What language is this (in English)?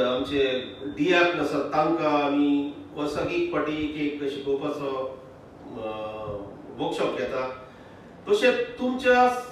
Konkani